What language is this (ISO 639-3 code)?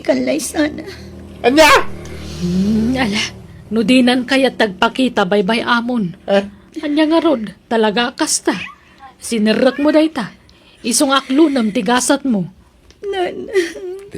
ilo